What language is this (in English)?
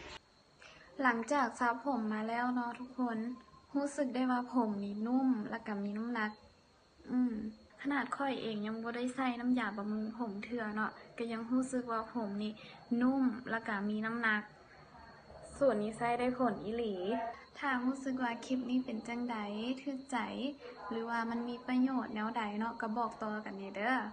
Lao